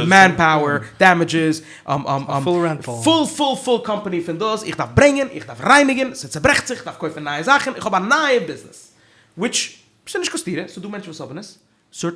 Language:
Yiddish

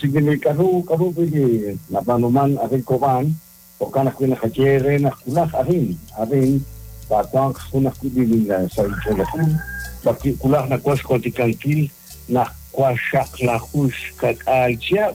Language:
Kekchí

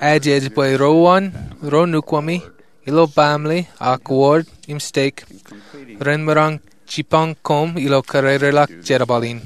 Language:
Marshallese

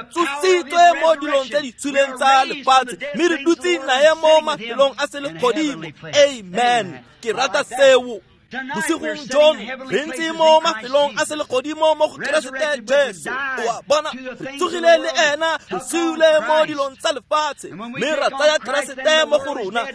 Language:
Tswana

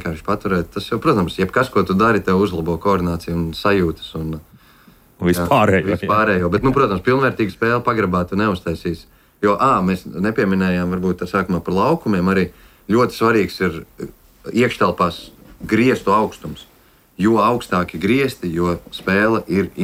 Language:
Latvian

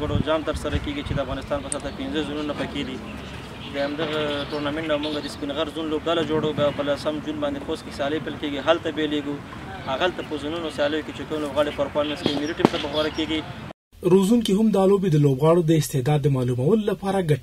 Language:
Pashto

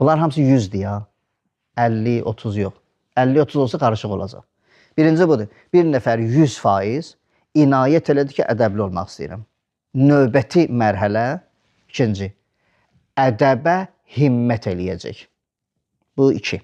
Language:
Azerbaijani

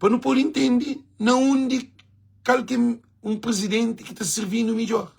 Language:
Kabuverdianu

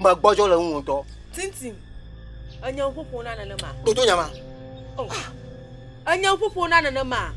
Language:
Ewe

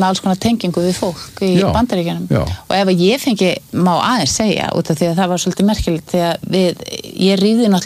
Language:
Icelandic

